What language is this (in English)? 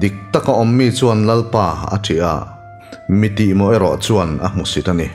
Mizo